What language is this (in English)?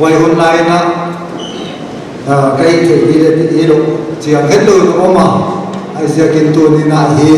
Paite Chin